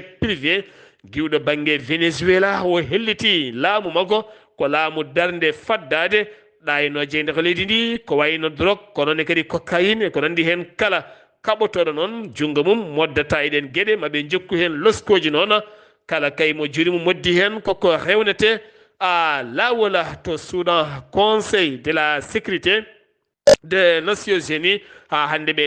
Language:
Fula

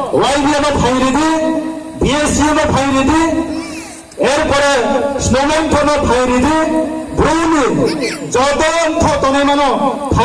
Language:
Riang (India)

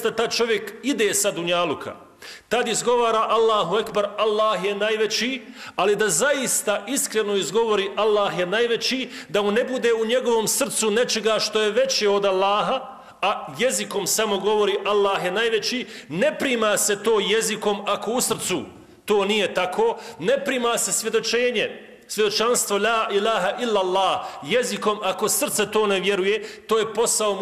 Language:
Bosnian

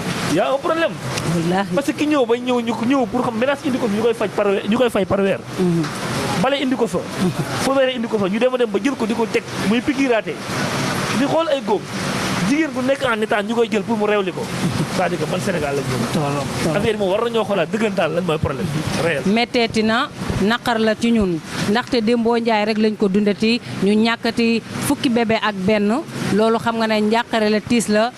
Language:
Wolof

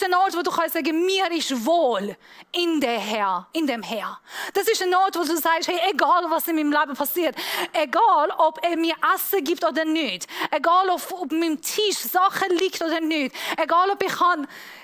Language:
Swiss German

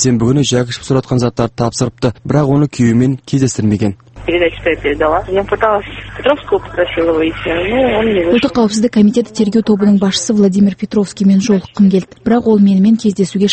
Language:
Kazakh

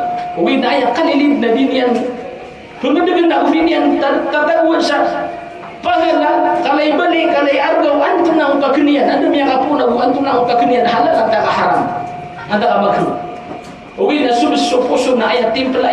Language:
Maranao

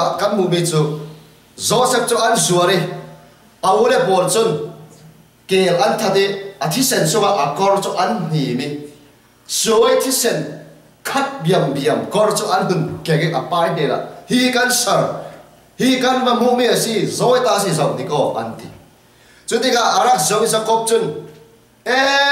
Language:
Falam Chin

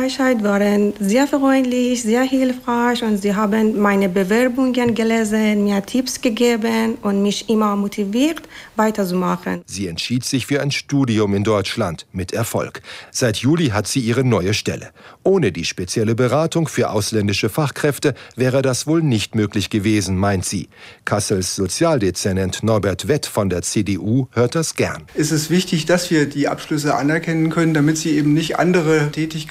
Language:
German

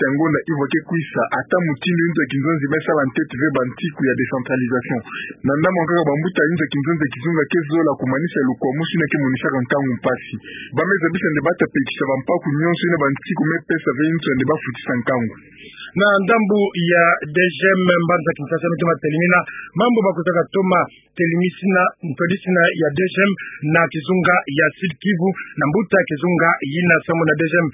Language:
Kituba (Democratic Republic of Congo)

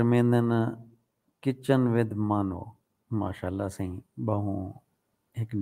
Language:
Saraiki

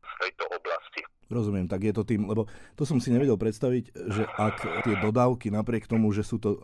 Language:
Slovak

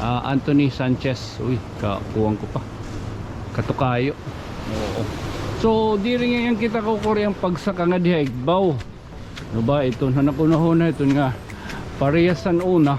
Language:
Waray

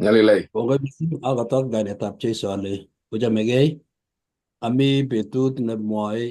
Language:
Kalenjin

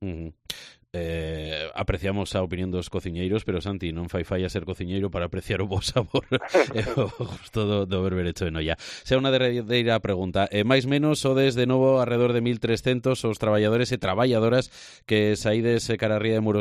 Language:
Galician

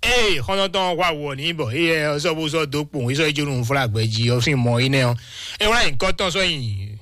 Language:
Fon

